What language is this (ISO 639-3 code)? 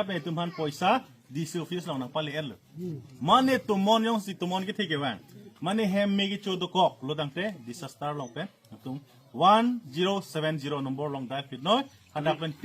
mjw